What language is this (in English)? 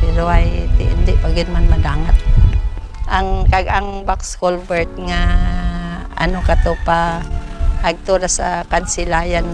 Kinaray-a